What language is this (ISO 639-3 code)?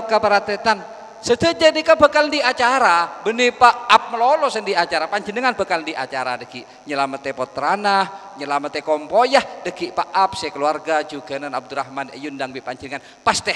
mad